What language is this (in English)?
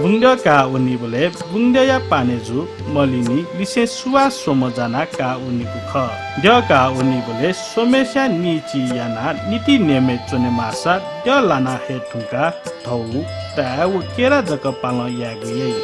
Newari